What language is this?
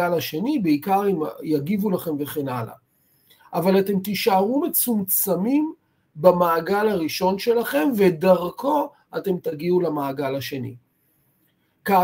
Hebrew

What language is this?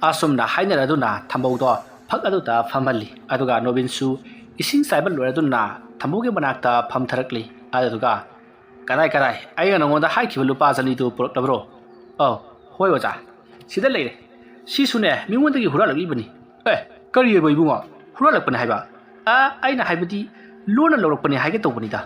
Manipuri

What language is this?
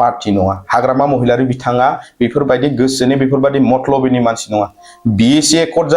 Bodo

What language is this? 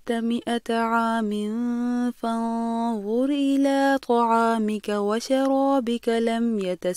Arabic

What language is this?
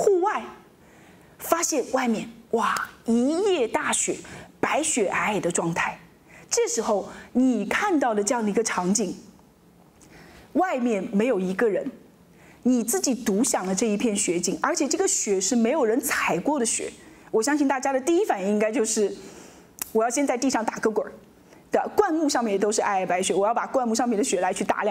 Chinese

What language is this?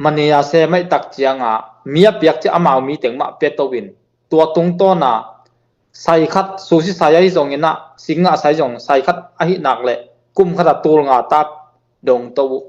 Tedim Chin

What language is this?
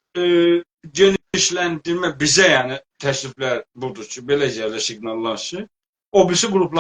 South Azerbaijani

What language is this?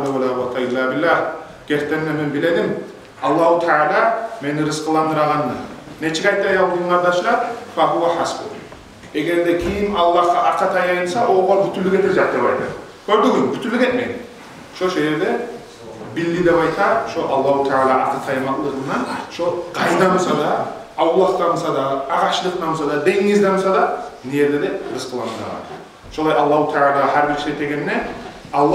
Kumyk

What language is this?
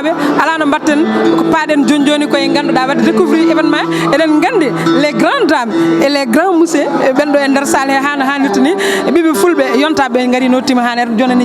Fula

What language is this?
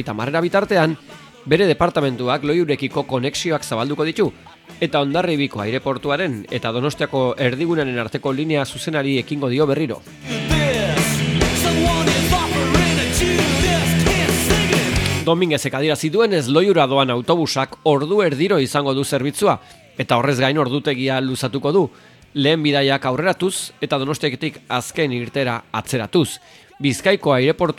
Basque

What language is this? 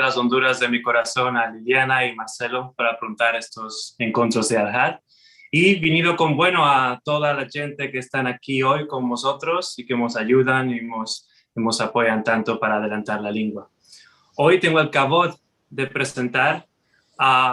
Ladino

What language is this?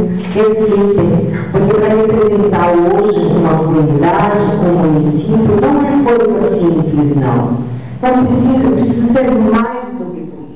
Portuguese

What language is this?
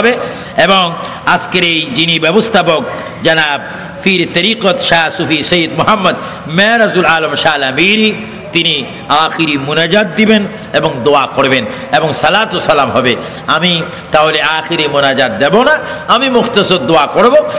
Bangla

